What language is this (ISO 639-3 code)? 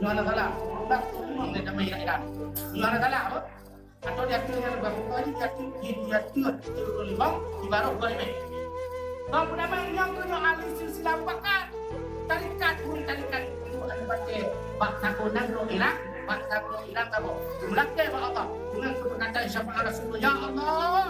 ace